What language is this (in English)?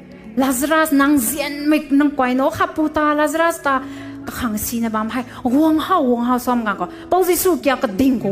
Rongmei Naga